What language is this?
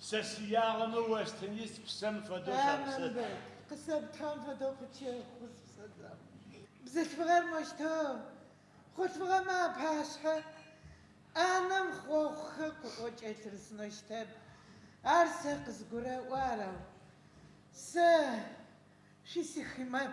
Adyghe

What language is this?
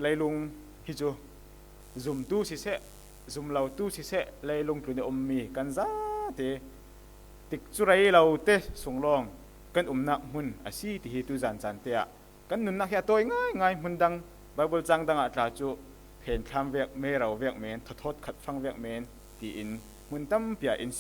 Falam Chin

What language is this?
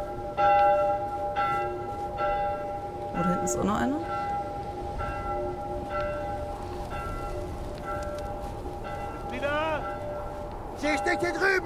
German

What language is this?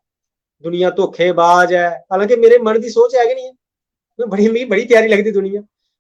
Dogri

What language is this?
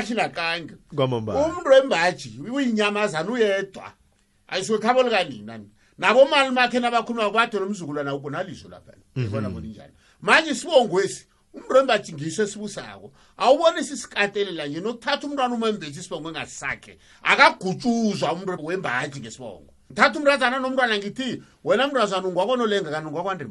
South Ndebele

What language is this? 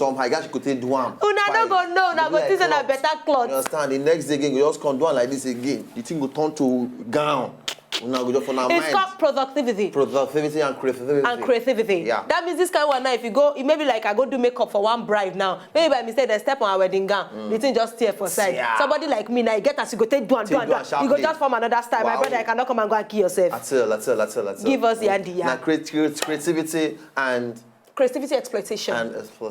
Nigerian Pidgin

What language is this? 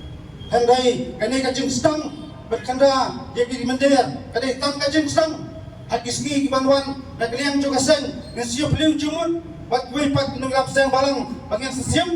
Khasi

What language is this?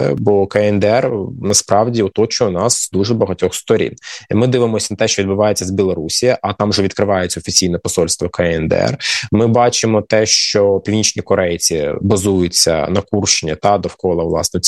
Ukrainian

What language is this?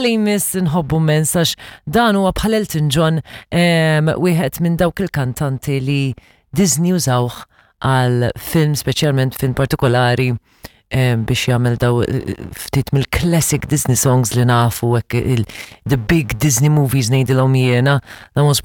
Maltese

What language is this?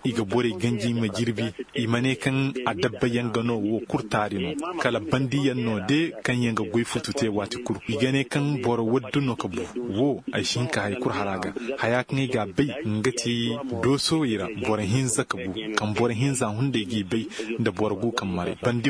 Koyraboro Senni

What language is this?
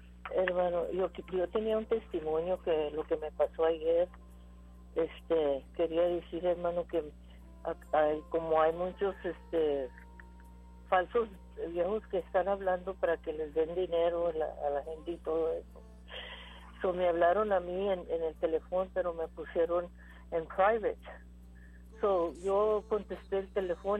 Spanish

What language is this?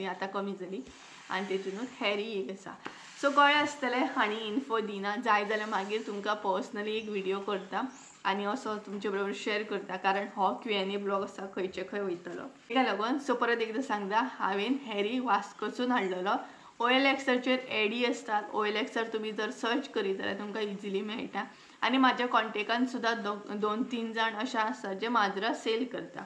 Konkani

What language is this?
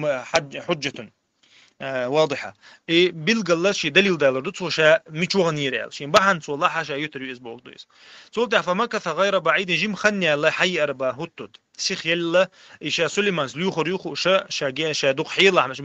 Chechen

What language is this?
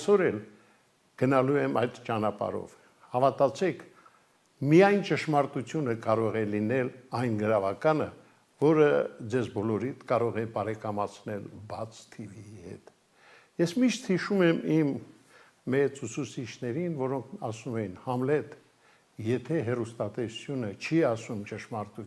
Armenian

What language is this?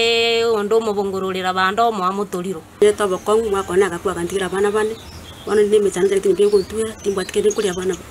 Gusii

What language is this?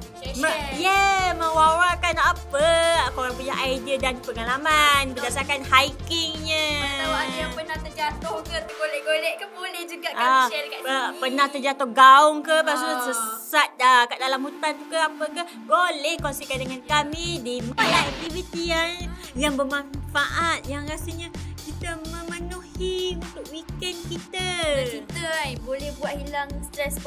Malay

